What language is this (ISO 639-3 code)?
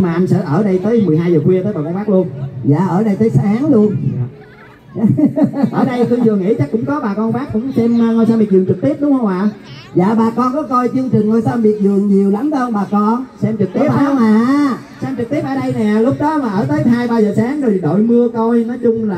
vie